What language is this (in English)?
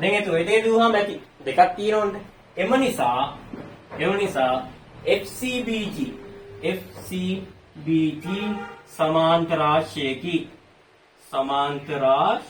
Sinhala